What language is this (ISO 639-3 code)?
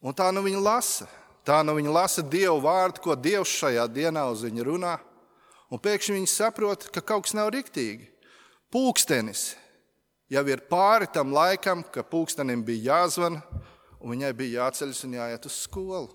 lav